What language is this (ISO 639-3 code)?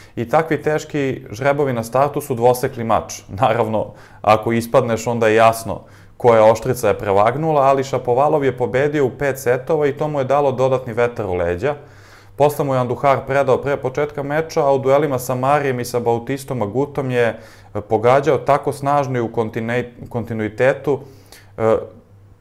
srp